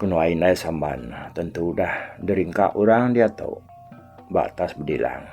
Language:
Iban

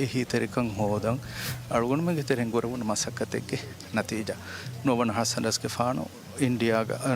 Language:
Divehi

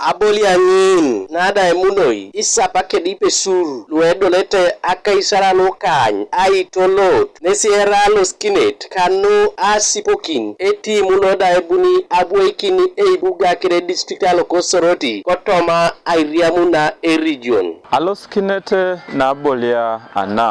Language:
Teso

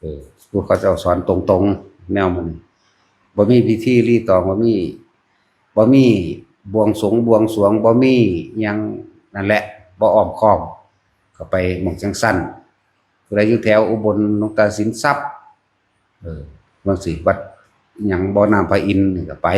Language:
Northeastern Thai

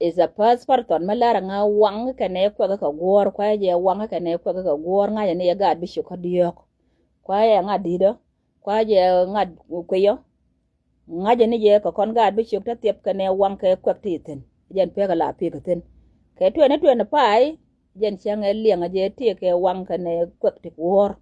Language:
Nuer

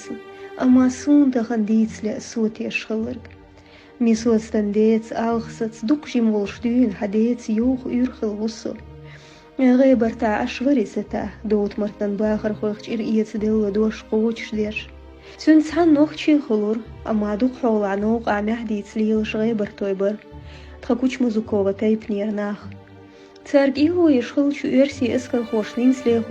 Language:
Chechen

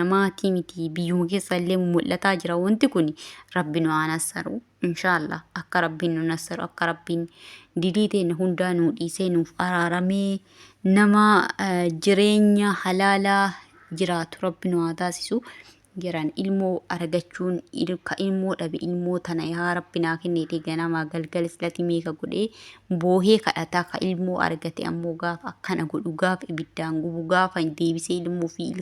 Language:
Oromo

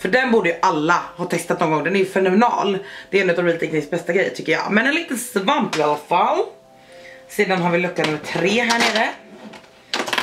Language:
Swedish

